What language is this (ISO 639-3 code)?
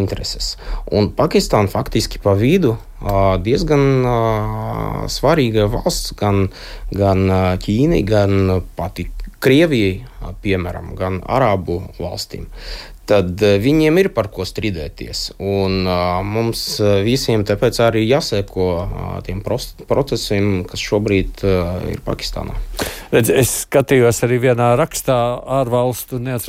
lav